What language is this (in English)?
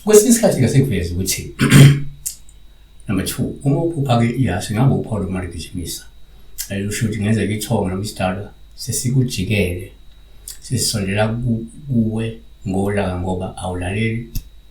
Zulu